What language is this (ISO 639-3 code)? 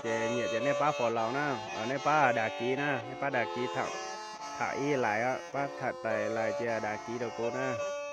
hmn